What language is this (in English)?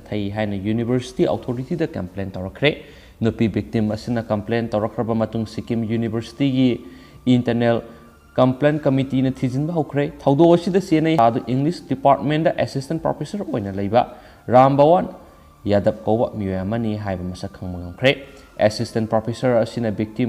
Manipuri